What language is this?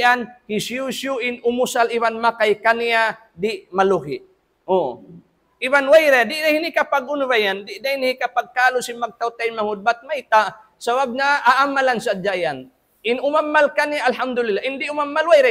Tausug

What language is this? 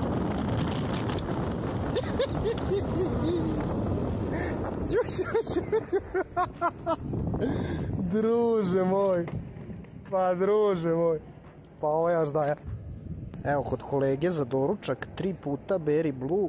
Serbian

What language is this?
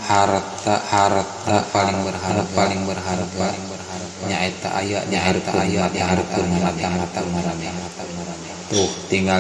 Sundanese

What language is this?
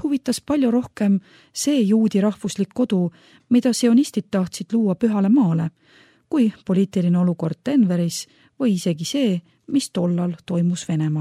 Estonian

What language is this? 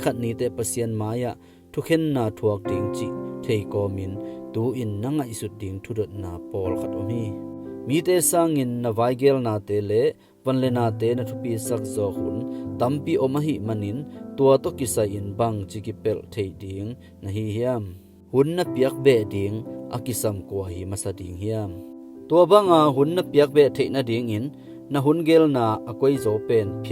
Tedim Chin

